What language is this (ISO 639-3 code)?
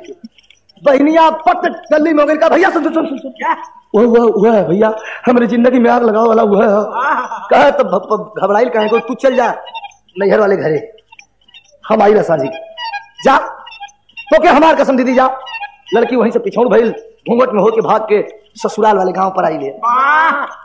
bho